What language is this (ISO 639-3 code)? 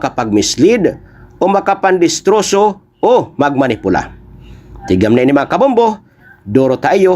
war